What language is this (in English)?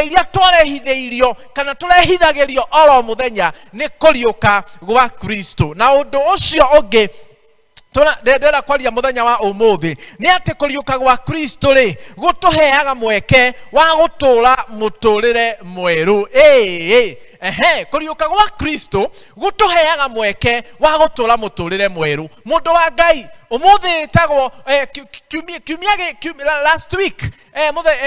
Kikuyu